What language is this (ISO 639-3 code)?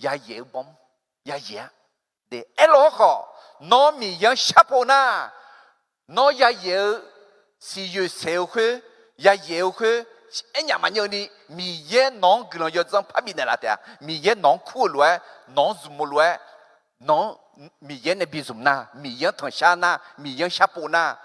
ahk